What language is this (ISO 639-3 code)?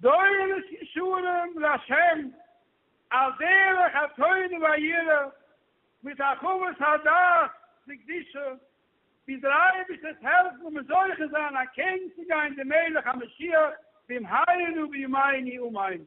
yid